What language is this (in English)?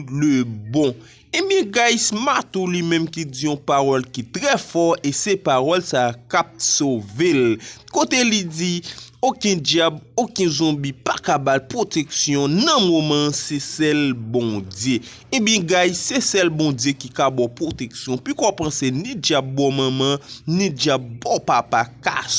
Haitian Creole